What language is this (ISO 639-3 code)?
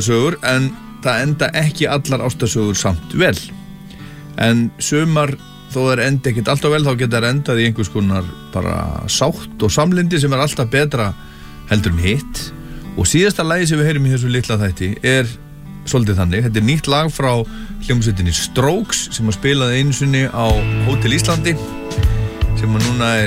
isl